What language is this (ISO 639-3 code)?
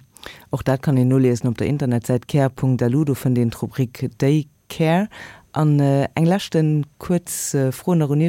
ltz